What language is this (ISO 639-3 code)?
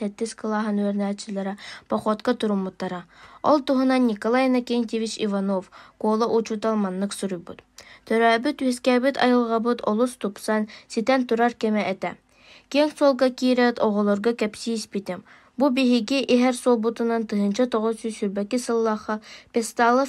sah